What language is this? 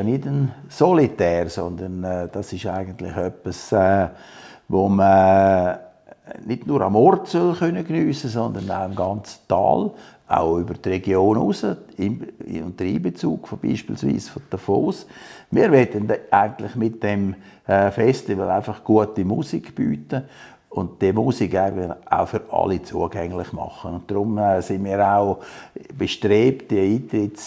Swiss German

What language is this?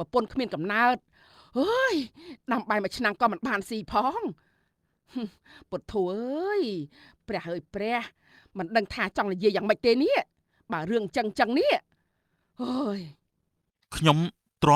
Khmer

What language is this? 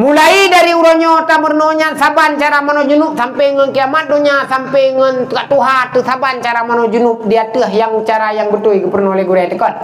Achinese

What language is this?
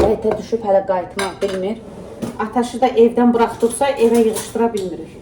Azerbaijani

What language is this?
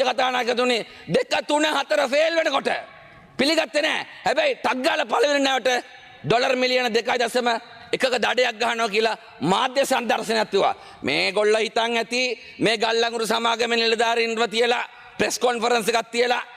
Sinhala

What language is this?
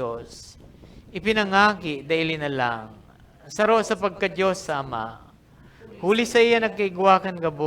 Bikol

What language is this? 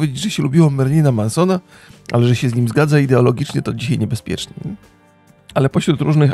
Polish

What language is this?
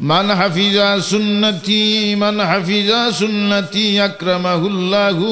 Sylheti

